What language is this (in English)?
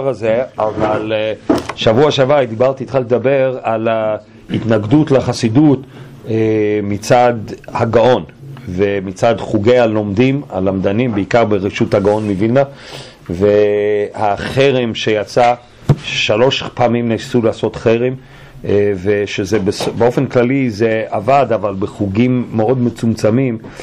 Hebrew